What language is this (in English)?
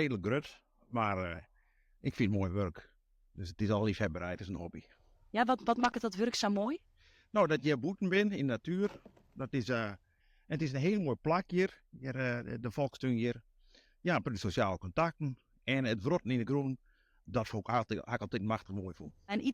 Western Frisian